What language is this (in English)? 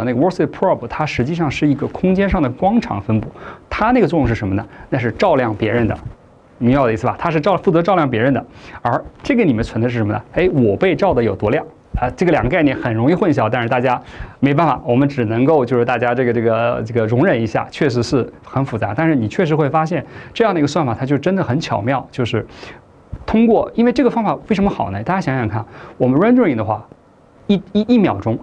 Chinese